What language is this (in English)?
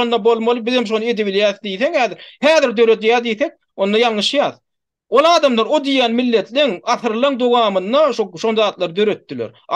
Turkmen